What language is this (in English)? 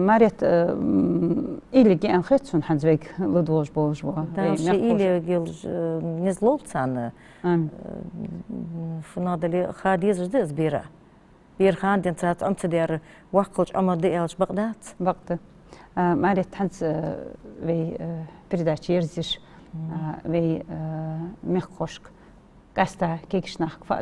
Ingush